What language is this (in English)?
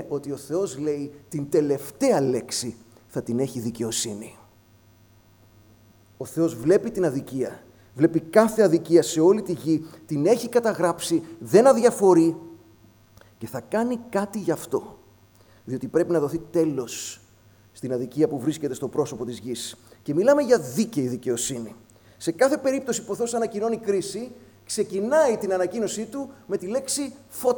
Greek